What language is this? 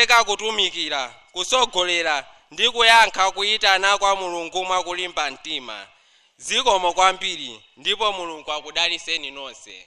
Nyanja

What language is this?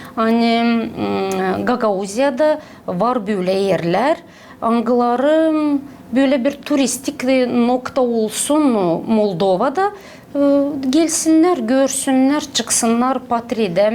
Gagauz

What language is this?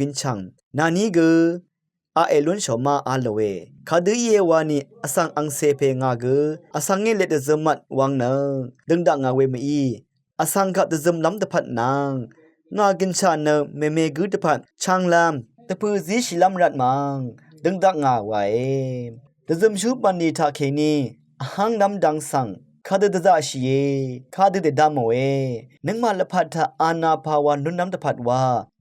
Rawang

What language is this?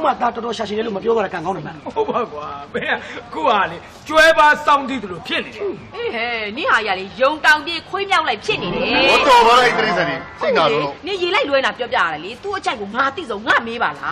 Burmese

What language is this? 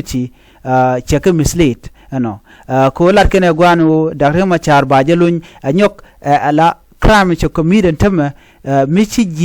Nuer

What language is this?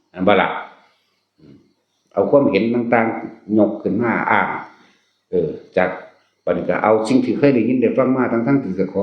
Northeastern Thai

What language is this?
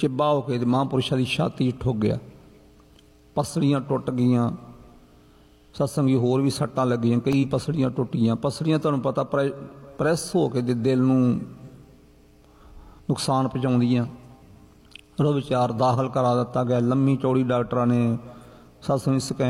Punjabi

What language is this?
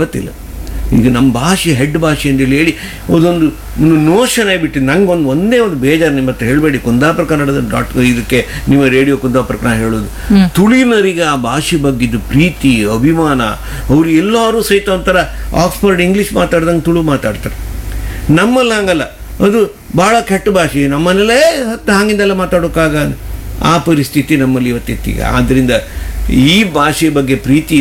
Kannada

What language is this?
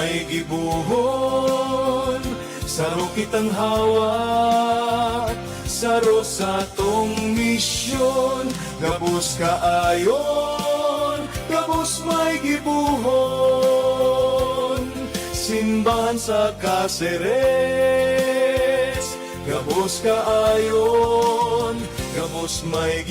Bikol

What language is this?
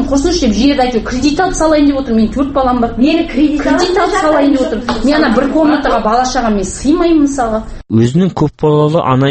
Kazakh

